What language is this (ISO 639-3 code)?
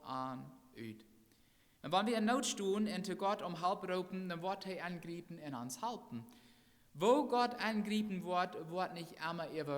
pdt